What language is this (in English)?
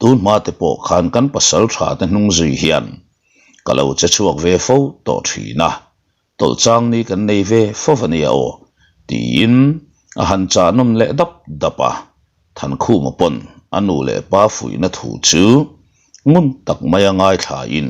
Mizo